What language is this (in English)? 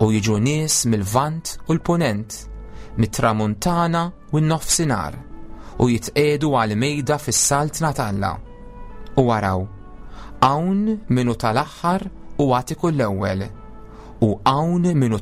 Maltese